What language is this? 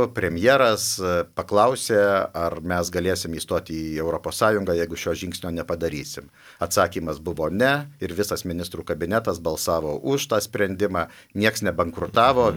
Lithuanian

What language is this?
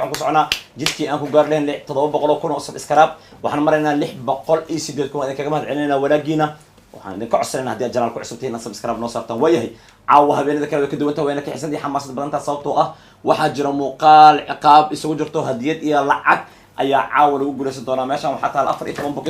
Somali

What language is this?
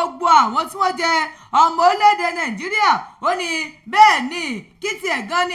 Yoruba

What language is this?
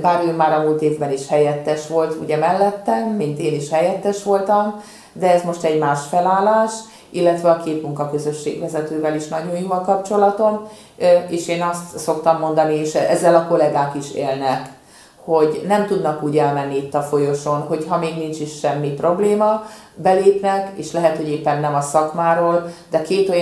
Hungarian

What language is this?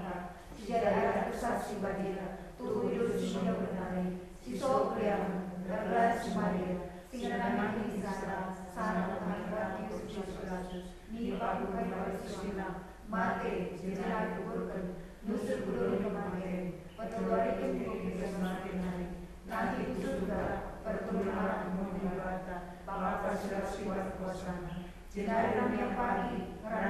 Batak Karo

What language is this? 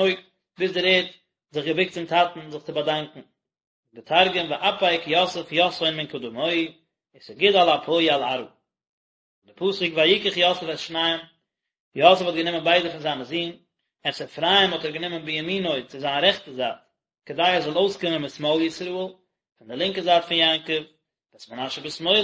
Yiddish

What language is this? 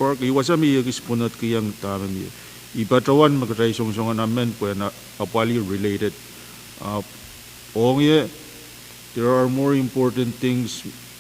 Pohnpeian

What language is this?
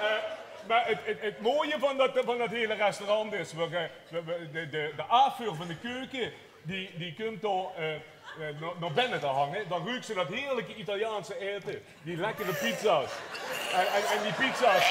Limburgish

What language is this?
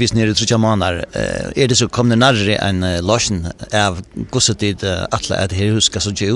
Faroese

